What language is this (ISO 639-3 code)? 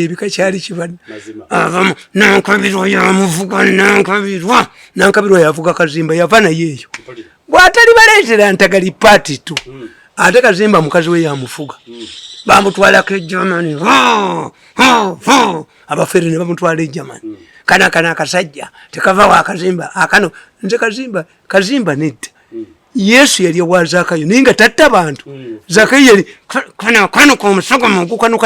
lug